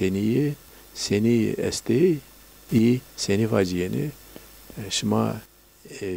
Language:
Zaza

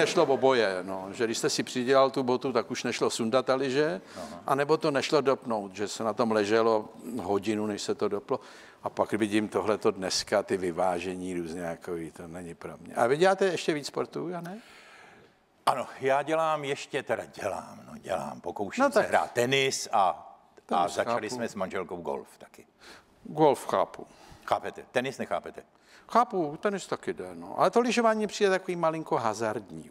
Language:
Czech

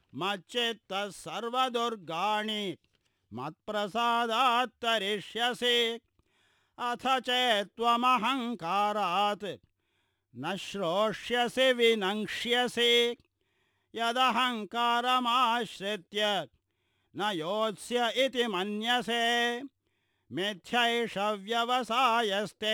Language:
Sanskrit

